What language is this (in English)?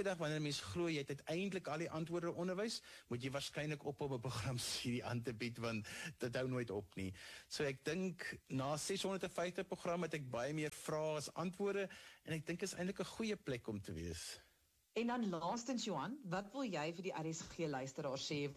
Afrikaans